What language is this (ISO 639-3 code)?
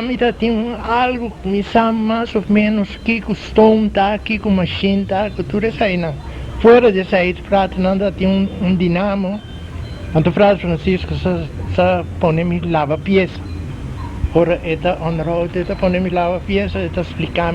pap